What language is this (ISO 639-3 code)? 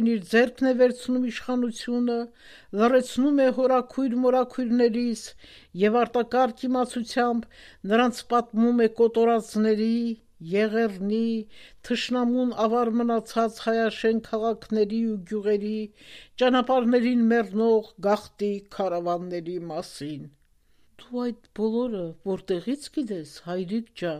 hye